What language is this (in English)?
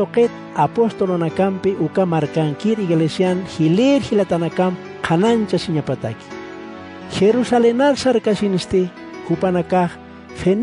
Aymara